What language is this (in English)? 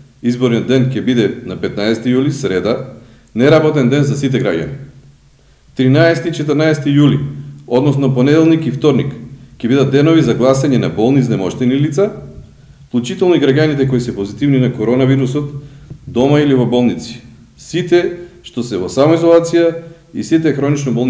Macedonian